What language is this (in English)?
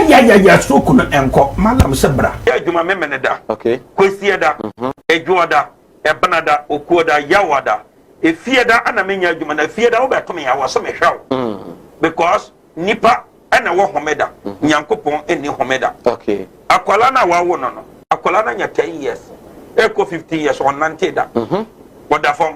Akan